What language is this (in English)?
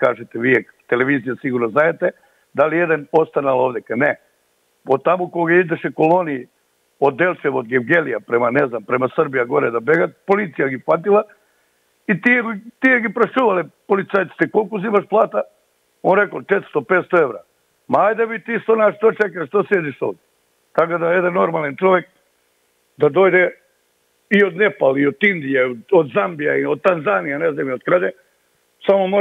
Macedonian